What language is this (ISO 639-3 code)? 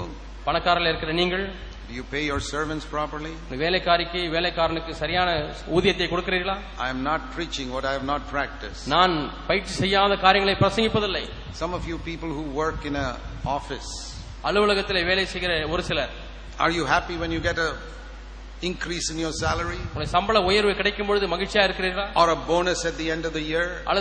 tam